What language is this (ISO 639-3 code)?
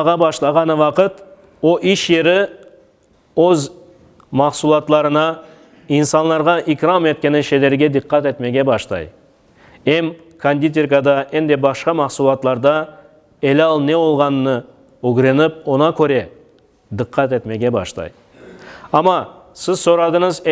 crh